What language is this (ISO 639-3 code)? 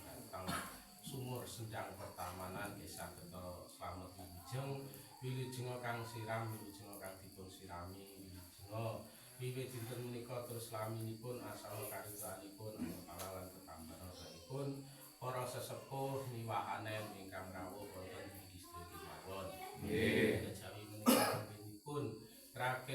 jav